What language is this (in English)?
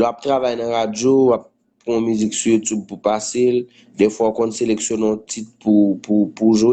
Haitian Creole